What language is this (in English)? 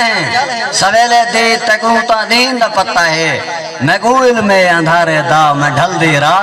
Saraiki